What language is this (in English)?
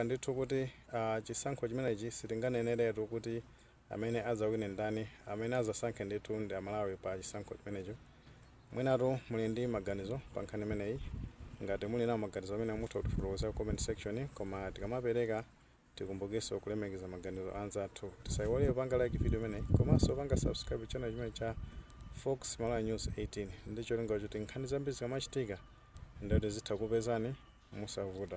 Nyanja